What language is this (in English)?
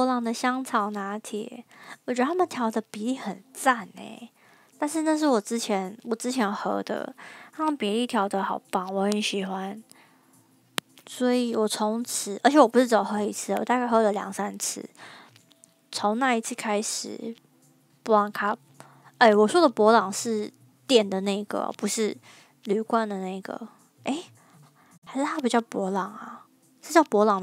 Chinese